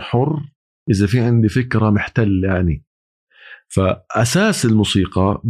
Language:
North Levantine Arabic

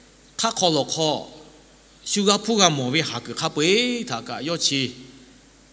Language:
Lahu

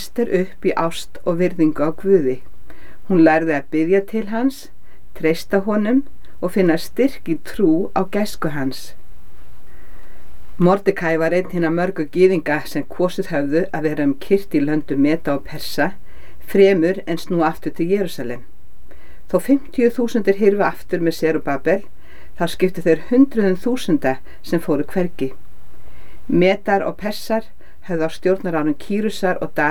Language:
Icelandic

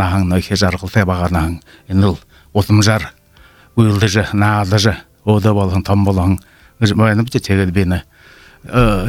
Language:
Buriat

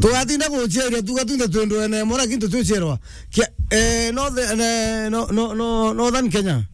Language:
Meru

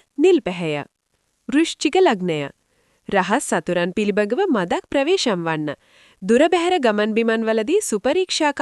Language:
Sinhala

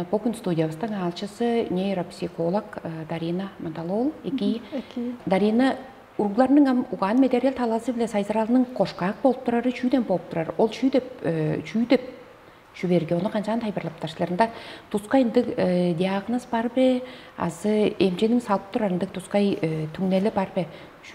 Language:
Tuvinian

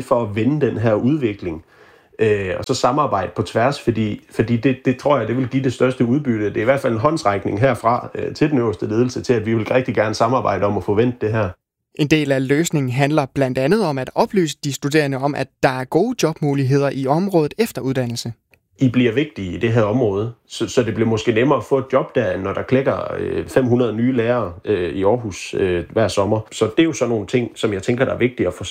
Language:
Danish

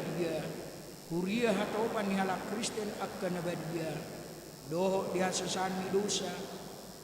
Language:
Batak Toba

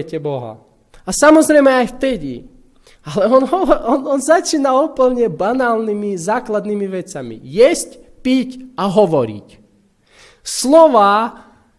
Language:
Slovak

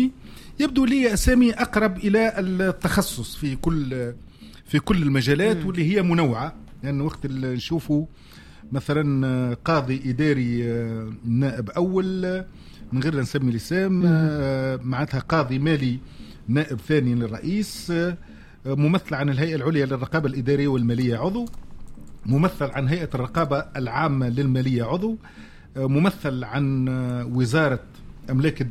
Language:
Tunisian Arabic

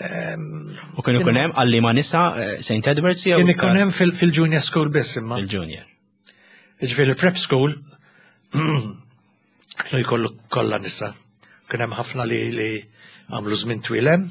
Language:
Maltese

